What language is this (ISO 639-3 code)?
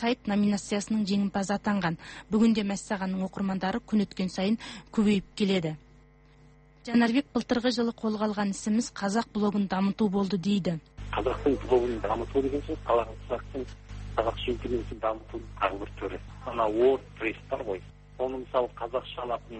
kaz